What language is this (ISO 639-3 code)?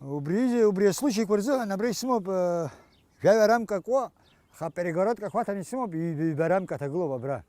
abk